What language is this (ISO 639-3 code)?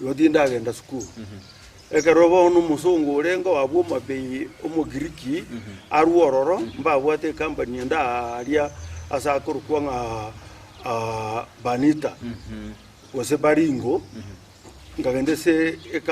guz